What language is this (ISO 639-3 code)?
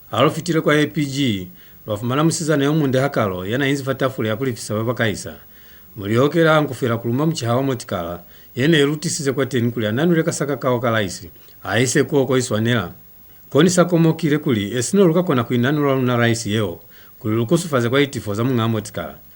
loz